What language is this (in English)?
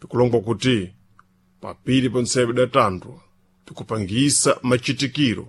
Sena